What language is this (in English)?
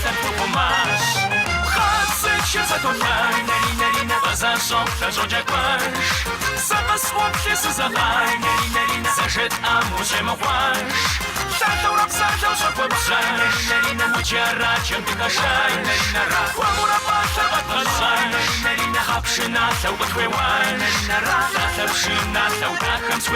Kabardian